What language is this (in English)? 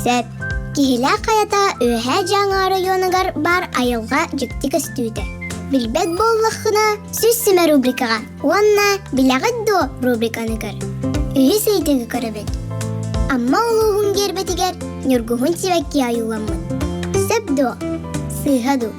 Yakut